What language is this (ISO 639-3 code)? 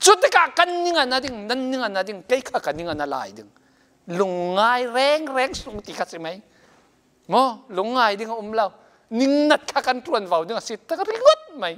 cfm